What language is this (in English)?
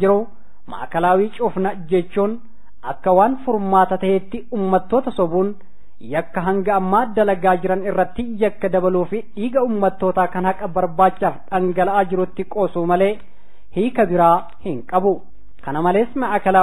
Oromo